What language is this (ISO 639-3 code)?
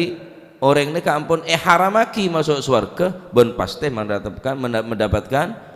mad